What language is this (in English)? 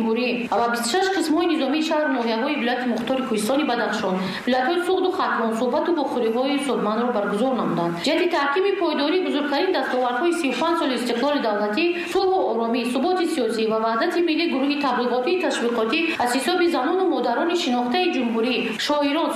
Tajik